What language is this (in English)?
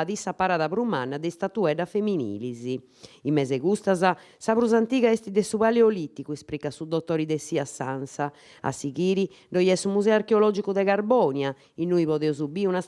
Sardinian